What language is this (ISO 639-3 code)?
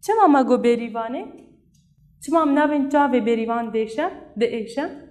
kur